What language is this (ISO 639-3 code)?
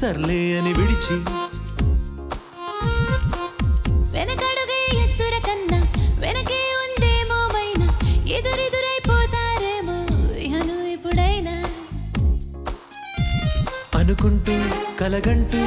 tel